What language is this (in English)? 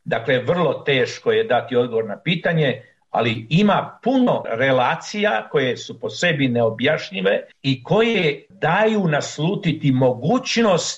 Croatian